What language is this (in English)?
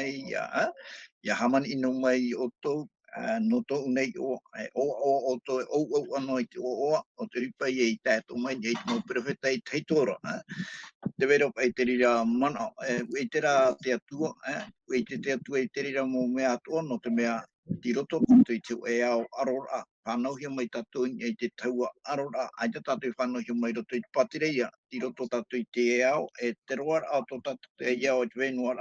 Tahitian